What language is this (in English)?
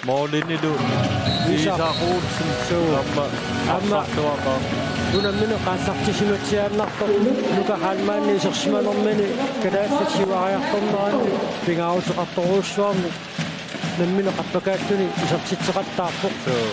Kalaallisut